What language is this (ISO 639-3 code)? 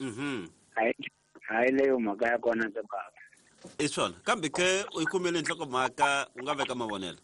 tso